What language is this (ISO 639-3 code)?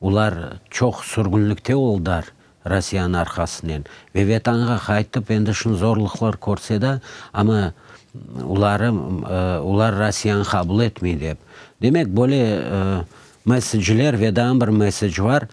crh